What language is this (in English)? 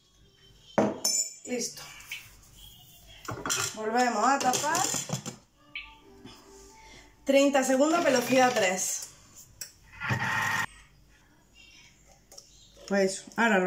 Spanish